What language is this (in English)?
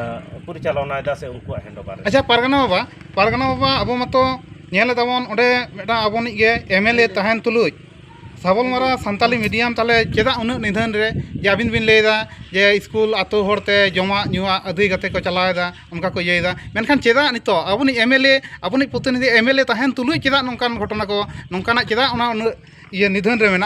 Santali